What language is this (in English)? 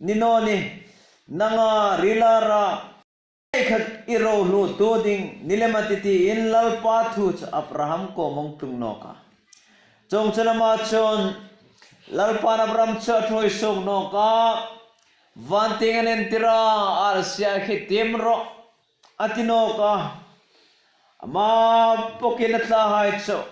Hmar